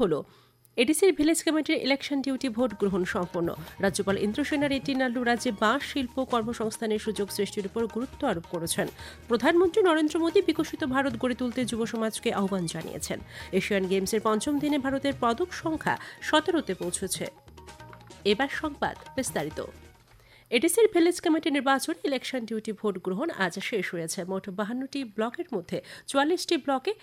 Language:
Bangla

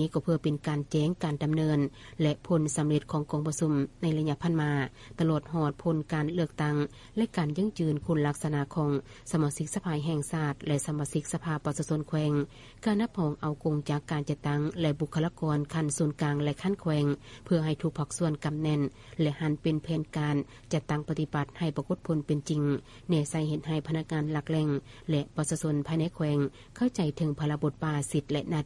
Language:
Lao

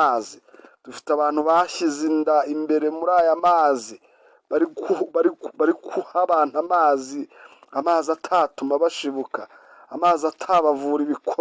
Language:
Kinyarwanda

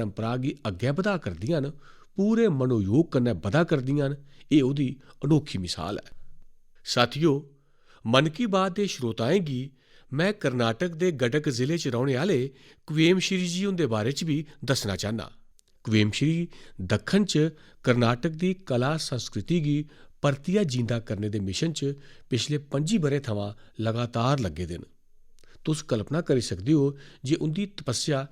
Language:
Dogri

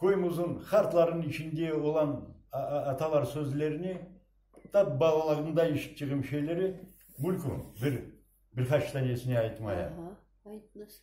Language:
Crimean Tatar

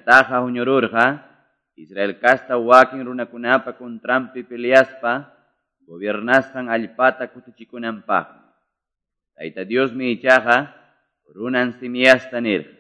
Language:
Quechua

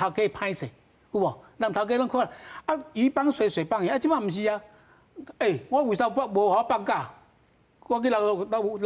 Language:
Min Nan Chinese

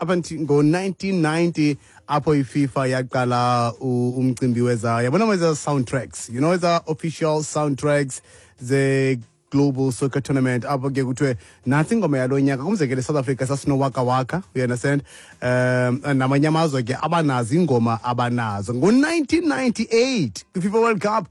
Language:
Xhosa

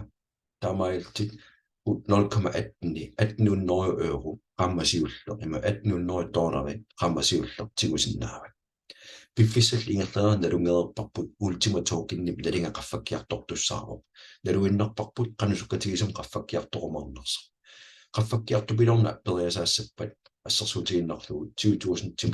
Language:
Kalaallisut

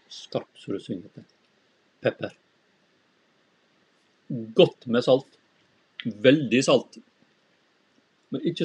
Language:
Norwegian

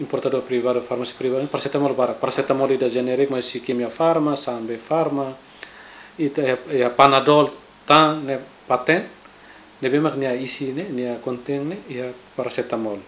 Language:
Tetum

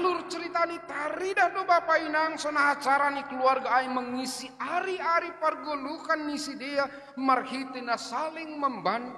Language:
Batak Simalungun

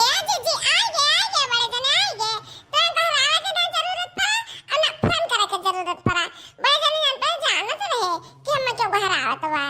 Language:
Awadhi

